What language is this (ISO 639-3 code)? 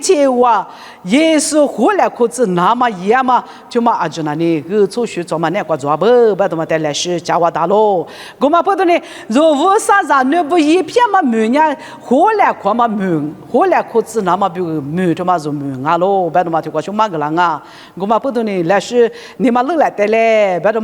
lis